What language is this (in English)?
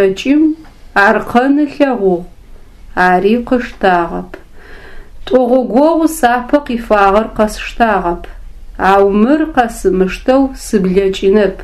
Adyghe